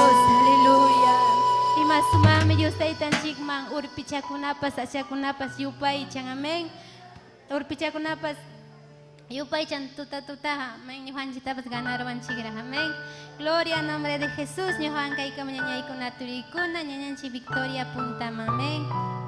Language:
Ayacucho Quechua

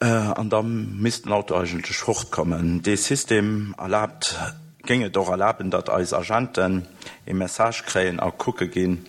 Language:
Luxembourgish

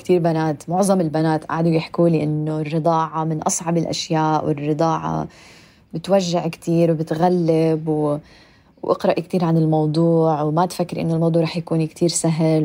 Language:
North Levantine Arabic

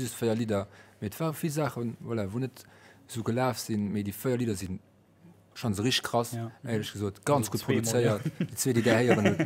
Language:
Luxembourgish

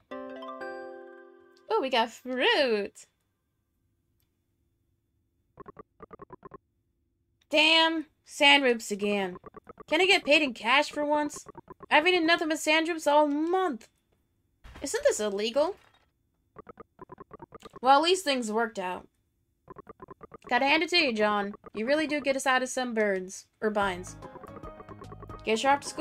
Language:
English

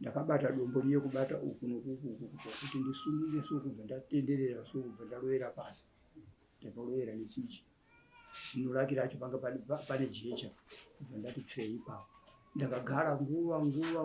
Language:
Shona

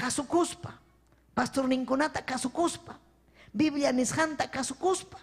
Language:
Ayacucho Quechua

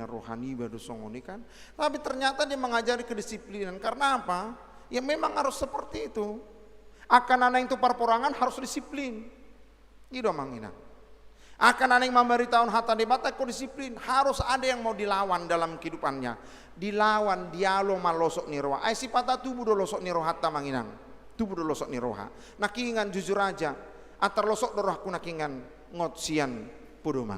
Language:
Batak Toba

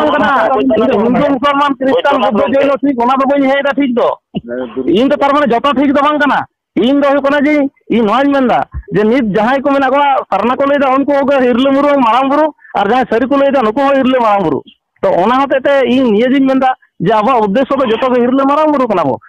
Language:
Santali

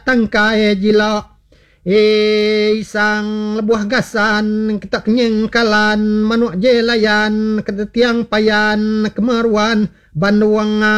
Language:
Iban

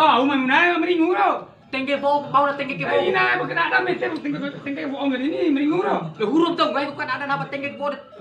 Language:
Bima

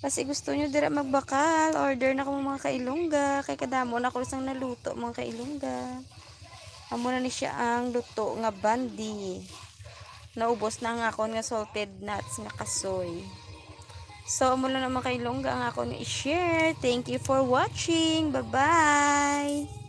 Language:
Hiligaynon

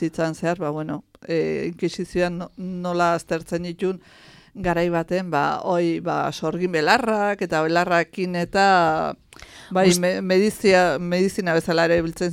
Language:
Basque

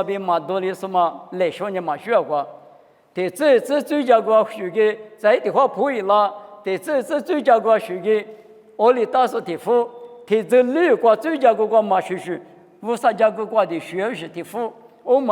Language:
Lisu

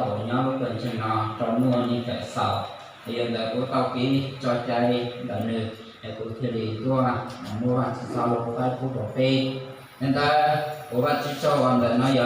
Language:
Hmong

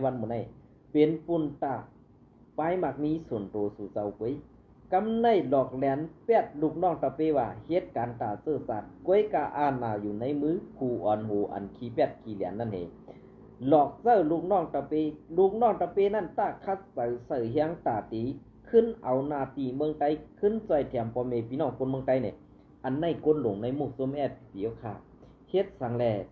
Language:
Shan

